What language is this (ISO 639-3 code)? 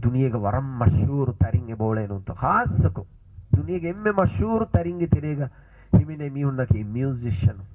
div